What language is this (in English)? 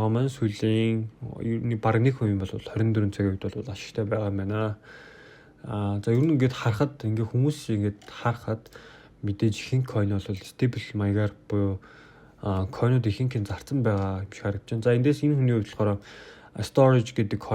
Mongolian